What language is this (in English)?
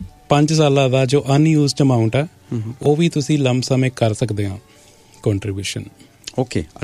Punjabi